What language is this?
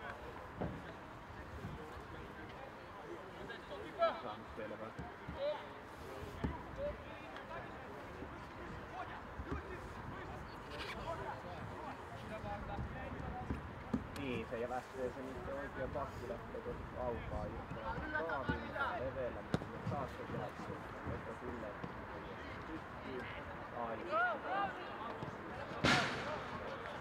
Finnish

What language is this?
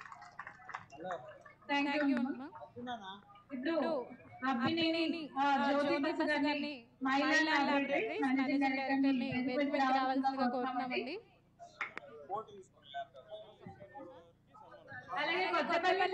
Telugu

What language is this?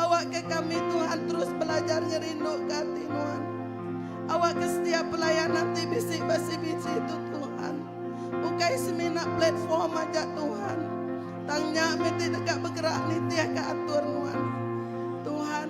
Iban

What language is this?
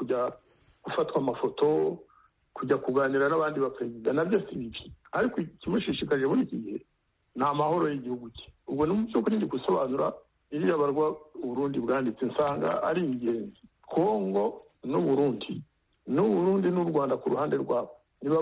Kinyarwanda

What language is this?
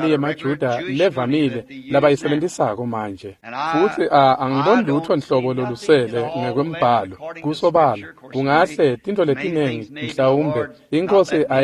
Swati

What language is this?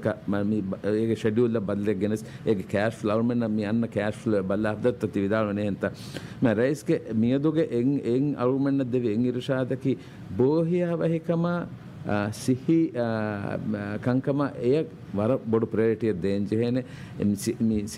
Divehi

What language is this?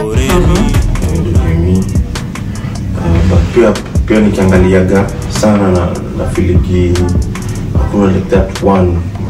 Swahili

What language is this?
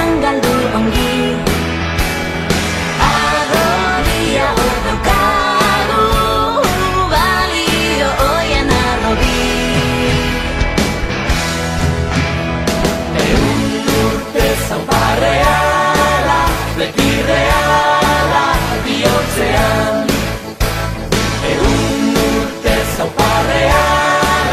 Basque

